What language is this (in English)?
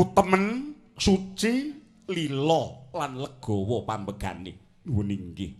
Javanese